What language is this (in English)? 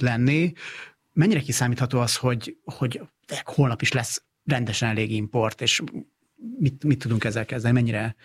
Hungarian